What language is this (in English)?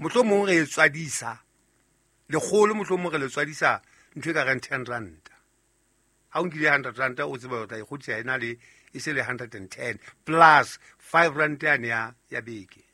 Southern Sotho